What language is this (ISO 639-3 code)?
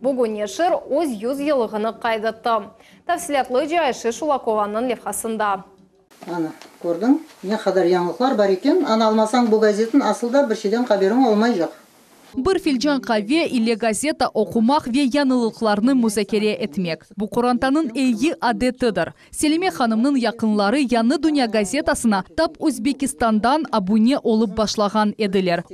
crh